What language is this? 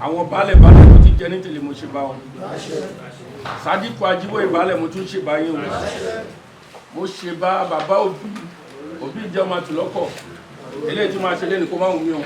Yoruba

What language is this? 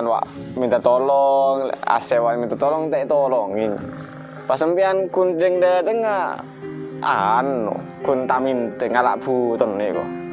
Madurese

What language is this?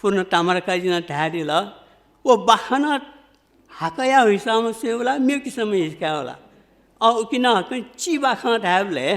Newari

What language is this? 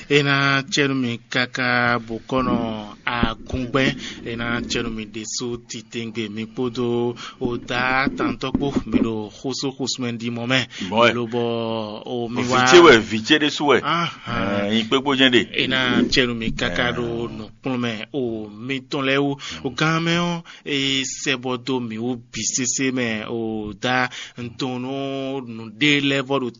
Fon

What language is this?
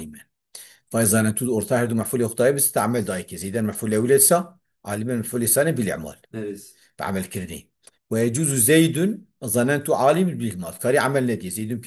Kurdish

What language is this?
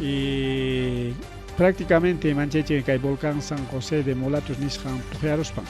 Ayacucho Quechua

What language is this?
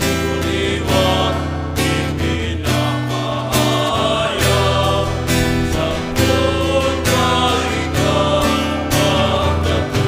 Bikol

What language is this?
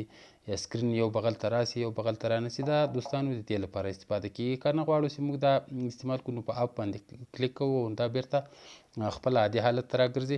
Pashto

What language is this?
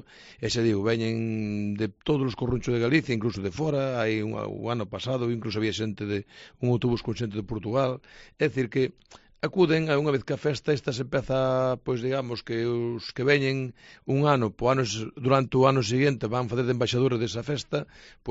Galician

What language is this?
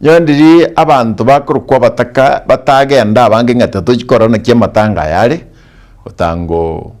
Gusii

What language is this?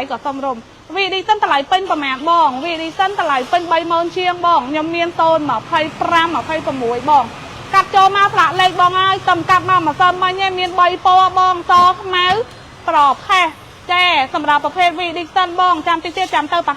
Khmer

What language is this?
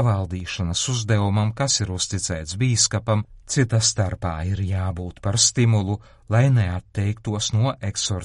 Latvian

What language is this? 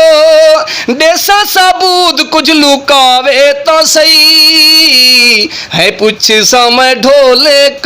Saraiki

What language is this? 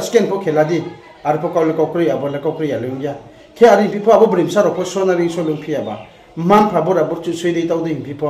Riang (India)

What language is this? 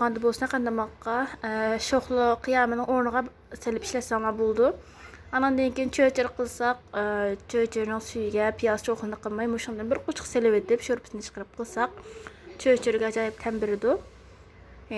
Uyghur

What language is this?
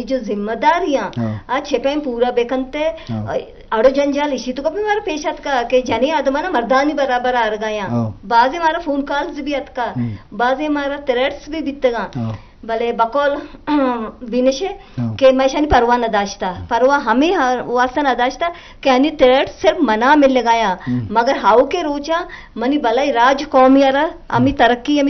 Eastern Balochi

